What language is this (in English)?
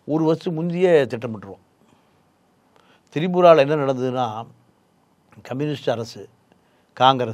Tamil